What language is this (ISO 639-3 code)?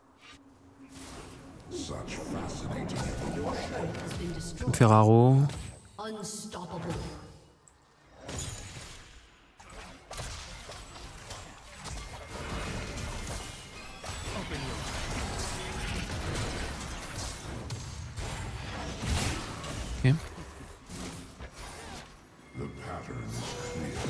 fra